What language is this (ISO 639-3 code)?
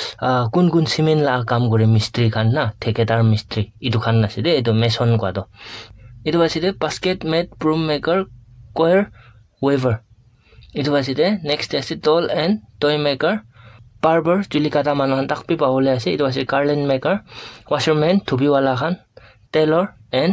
nag